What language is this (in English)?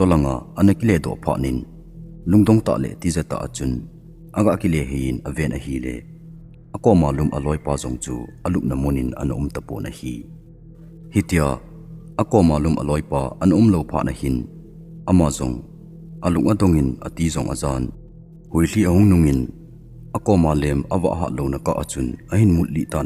Thado Chin